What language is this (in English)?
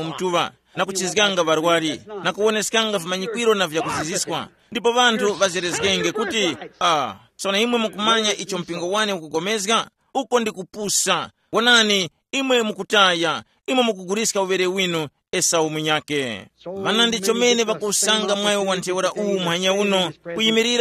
Tumbuka